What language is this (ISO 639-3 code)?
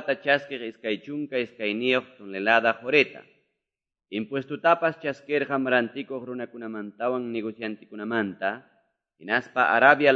que